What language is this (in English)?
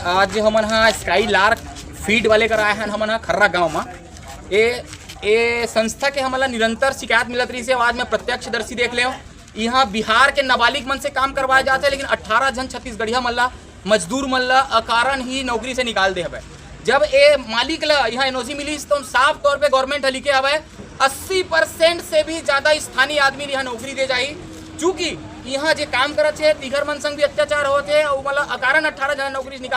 Chhattisgarhi